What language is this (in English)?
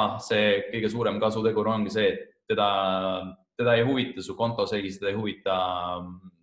Estonian